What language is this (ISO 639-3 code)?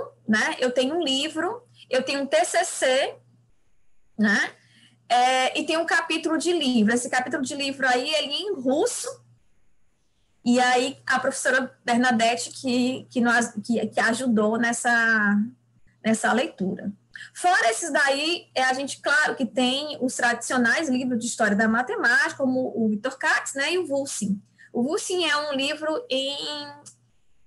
por